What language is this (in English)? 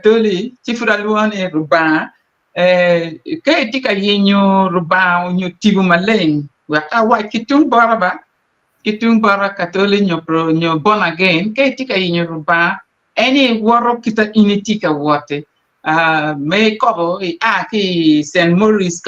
Acoli